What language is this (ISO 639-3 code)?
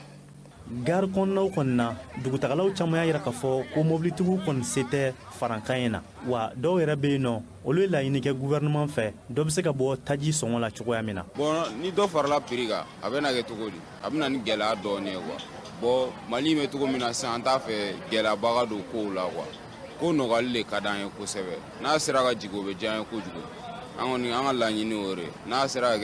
bam